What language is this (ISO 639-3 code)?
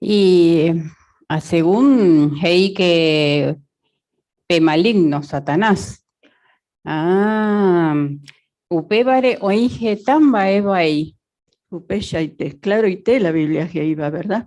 grn